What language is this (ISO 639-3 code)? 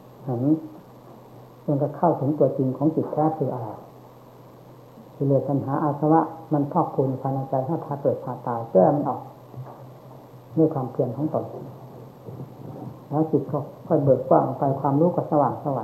tha